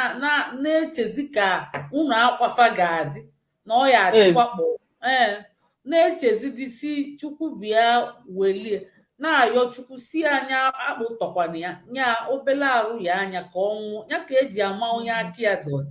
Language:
Igbo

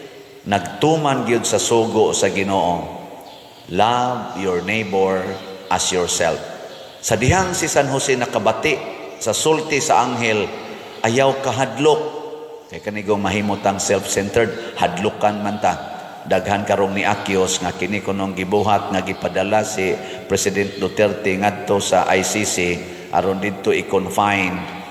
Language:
Cebuano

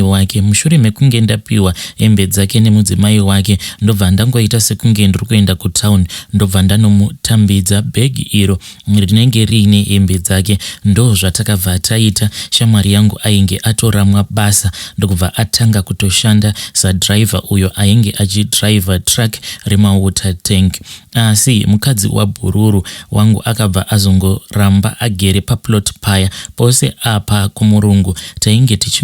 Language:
Shona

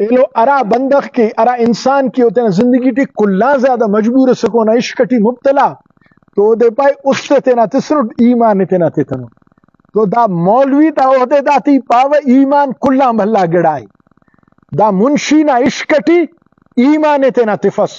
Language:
Brahui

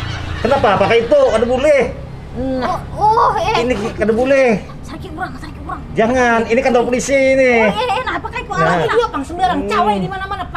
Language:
Banjar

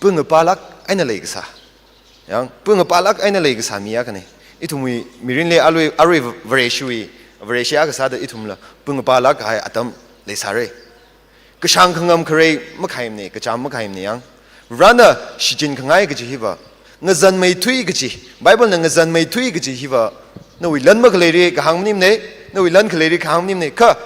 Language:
Tangkhul Naga (India)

